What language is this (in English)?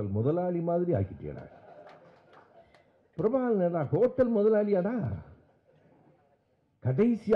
Tamil